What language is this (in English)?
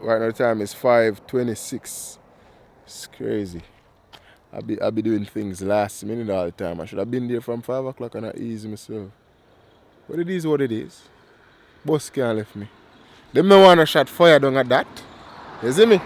Jamaican Creole English